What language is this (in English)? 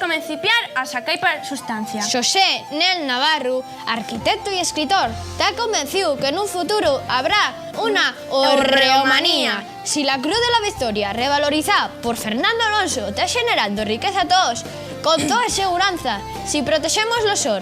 Asturian